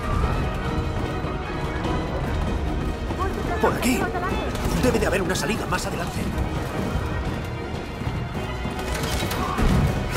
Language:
Spanish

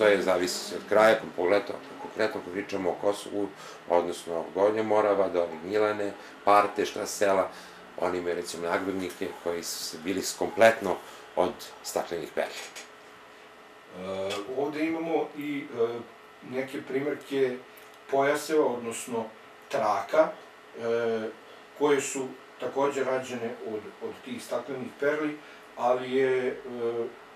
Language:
Serbian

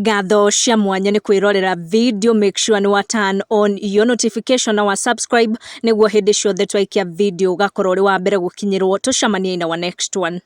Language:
Kikuyu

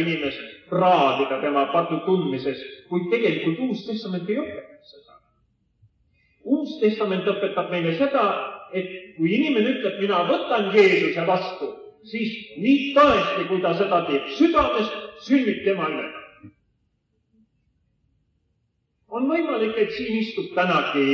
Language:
Estonian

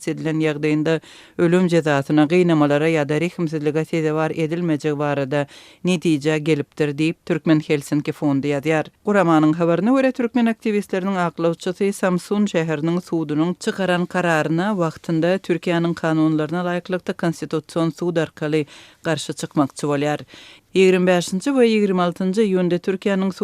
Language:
Turkmen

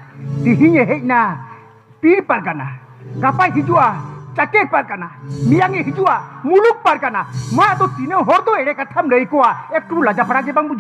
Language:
Santali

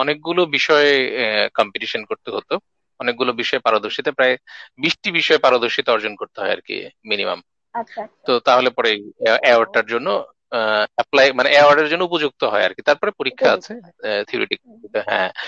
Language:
Bangla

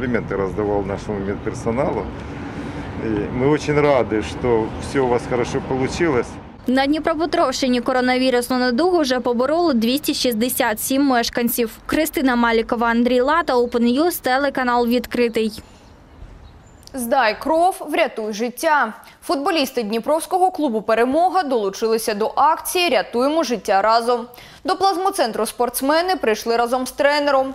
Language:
Ukrainian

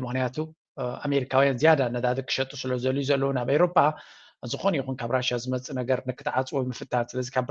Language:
Tigrinya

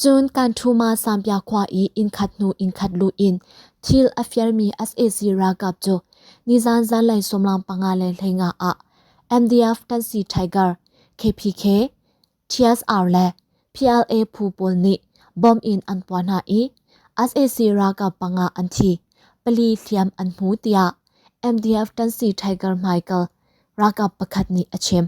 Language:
Hakha Chin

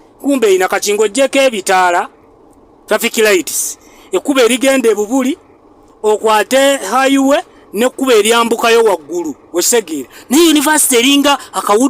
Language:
Ganda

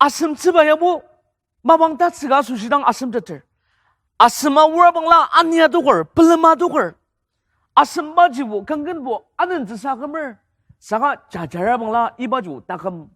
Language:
Ao Naga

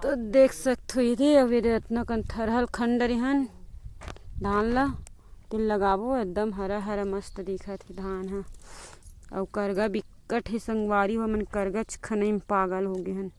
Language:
Chhattisgarhi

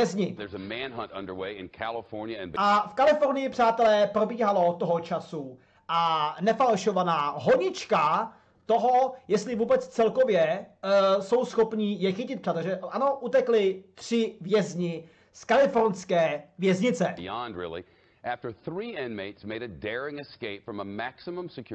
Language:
Czech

